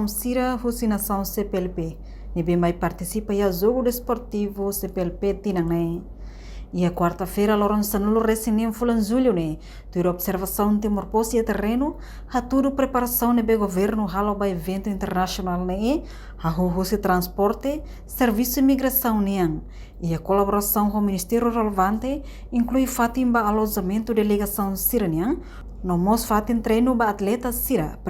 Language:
Tetum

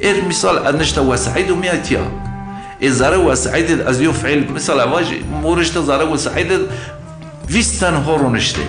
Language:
Zaza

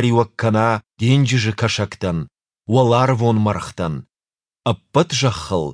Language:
Ossetic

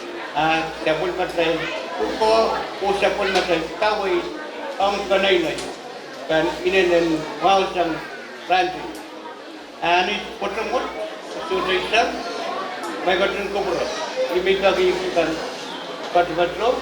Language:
Pohnpeian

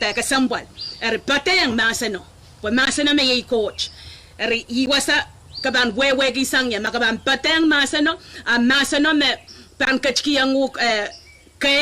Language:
Pohnpeian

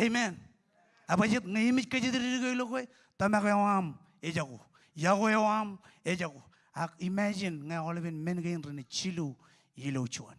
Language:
Marshallese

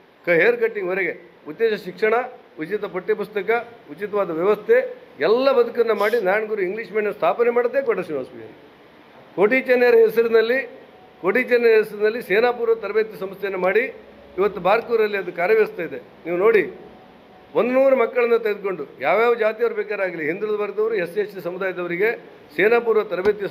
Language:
Kannada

